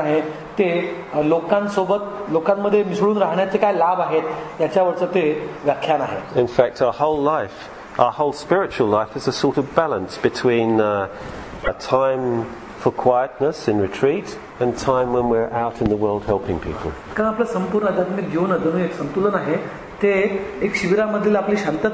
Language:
Marathi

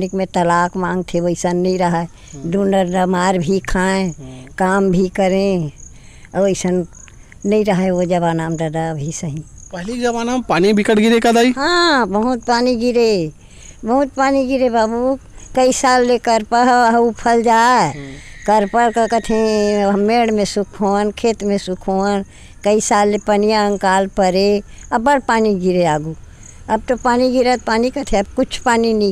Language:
Chhattisgarhi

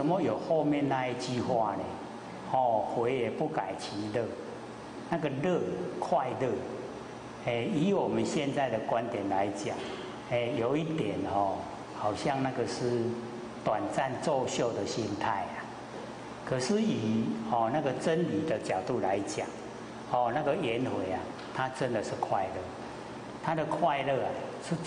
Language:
Chinese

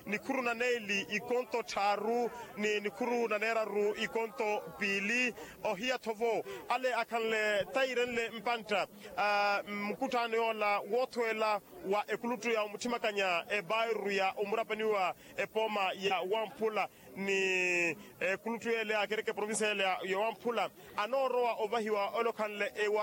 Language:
Makhuwa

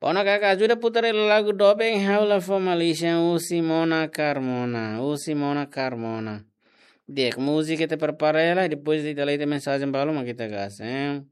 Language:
Tetum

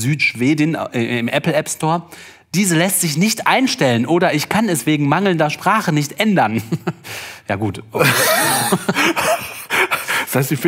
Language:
German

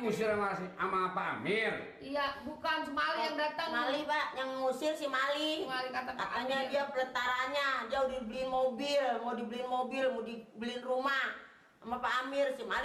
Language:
Betawi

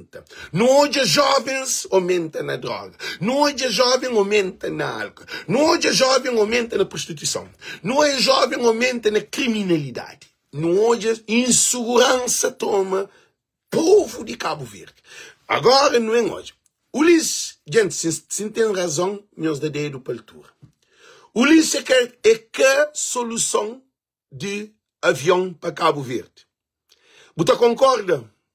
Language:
Kabuverdianu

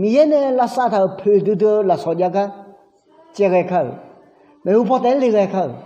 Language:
Akha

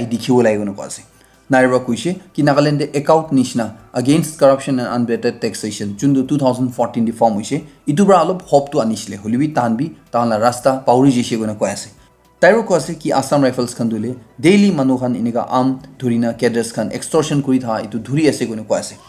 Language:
Naga Pidgin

